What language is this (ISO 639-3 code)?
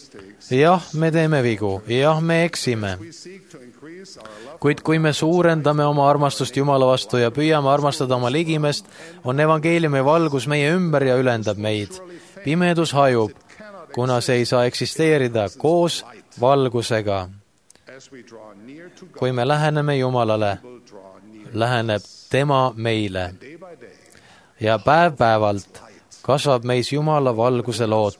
est